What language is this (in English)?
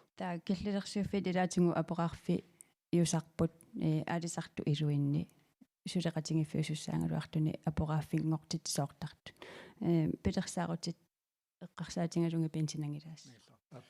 Kalaallisut